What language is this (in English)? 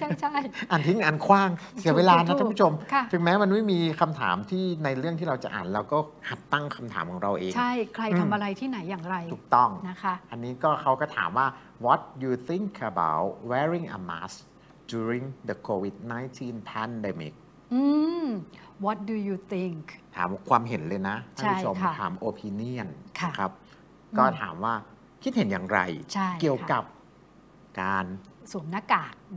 Thai